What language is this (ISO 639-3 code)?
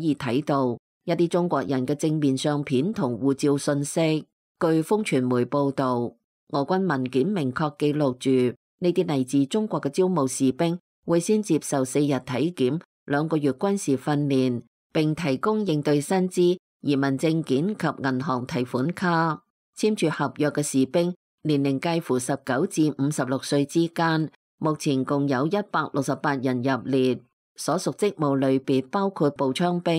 yue